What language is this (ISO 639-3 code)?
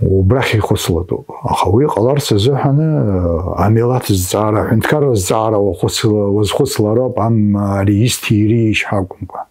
abk